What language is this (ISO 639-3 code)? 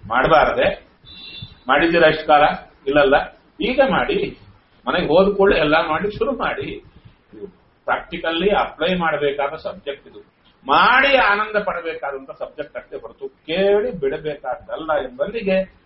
kan